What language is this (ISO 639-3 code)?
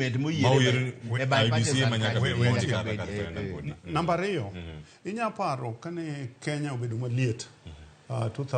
luo